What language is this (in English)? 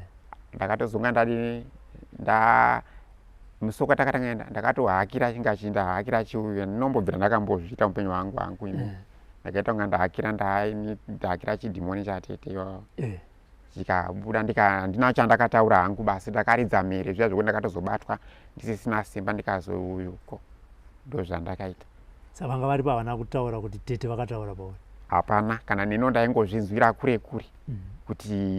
Shona